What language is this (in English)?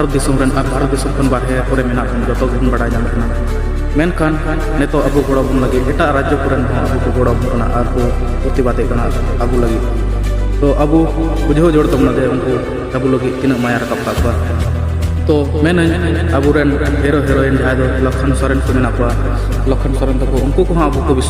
Santali